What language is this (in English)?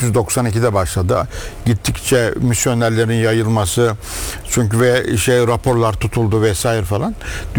Turkish